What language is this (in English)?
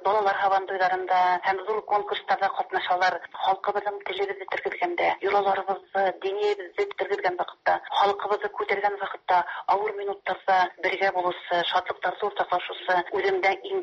Tatar